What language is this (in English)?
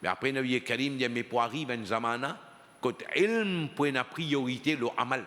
Morisyen